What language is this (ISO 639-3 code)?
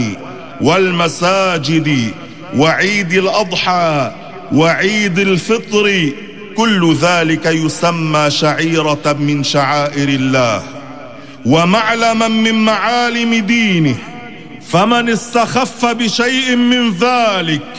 ara